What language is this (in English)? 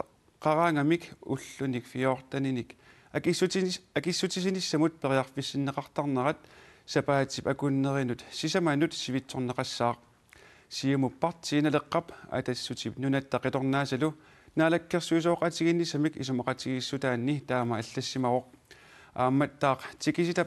Kalaallisut